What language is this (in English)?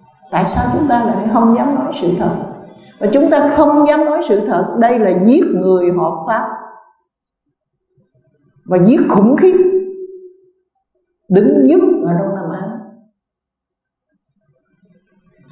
Vietnamese